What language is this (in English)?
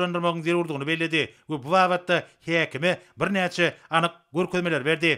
Turkmen